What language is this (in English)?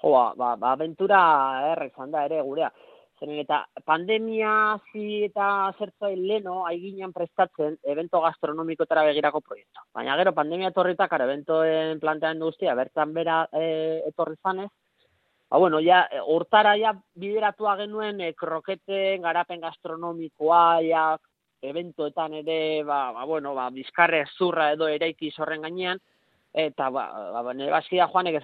Basque